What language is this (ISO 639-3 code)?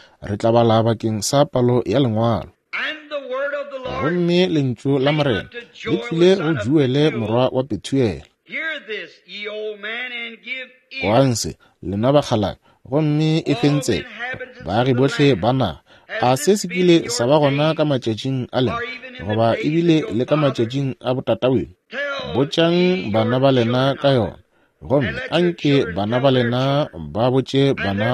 nso